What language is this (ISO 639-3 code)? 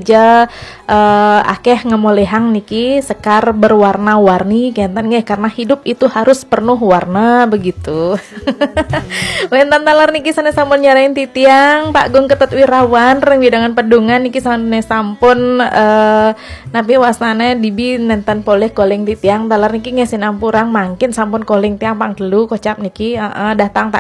ban